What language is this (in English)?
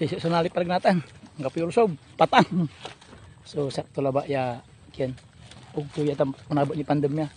Pangasinan